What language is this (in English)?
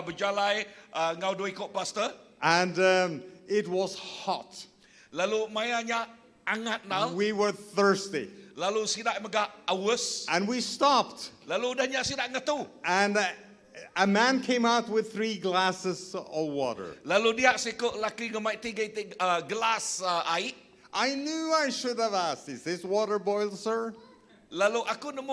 Iban